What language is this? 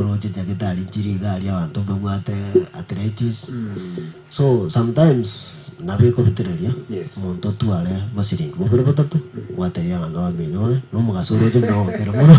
Gusii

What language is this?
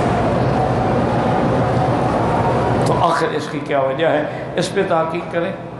Urdu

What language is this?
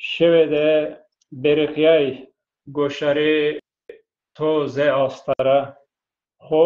Zaza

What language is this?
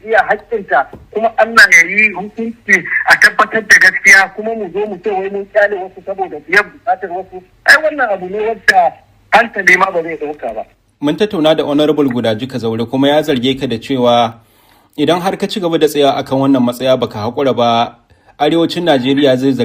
Hausa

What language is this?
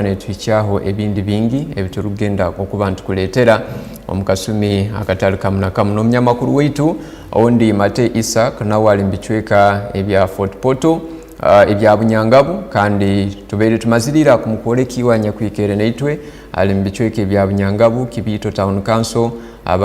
Tooro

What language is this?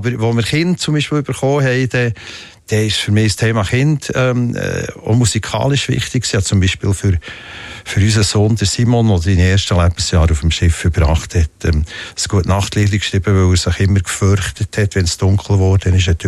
Swiss German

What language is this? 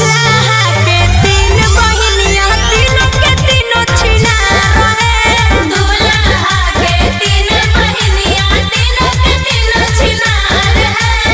Magahi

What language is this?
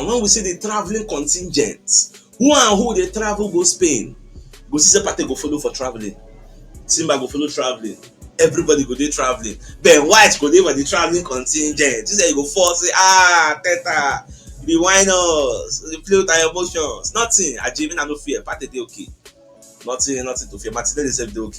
Nigerian Pidgin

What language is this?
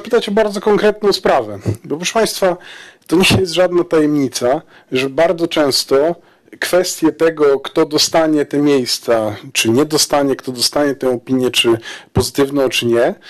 Polish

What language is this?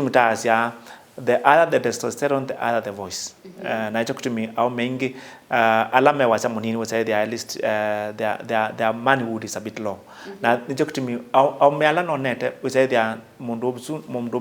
Kamba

